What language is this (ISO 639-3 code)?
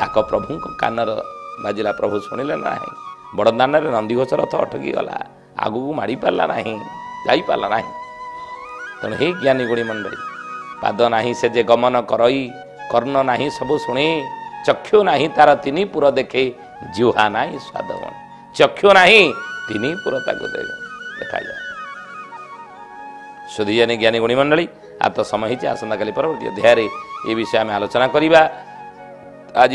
ori